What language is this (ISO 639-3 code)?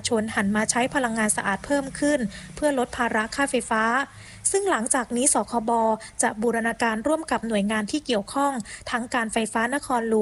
tha